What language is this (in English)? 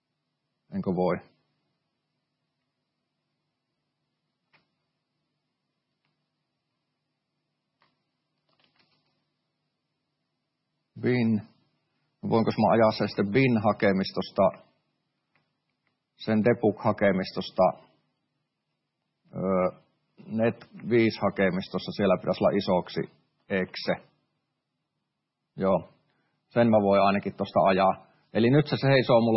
Finnish